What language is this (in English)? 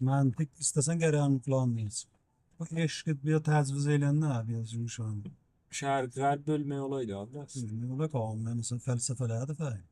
South Azerbaijani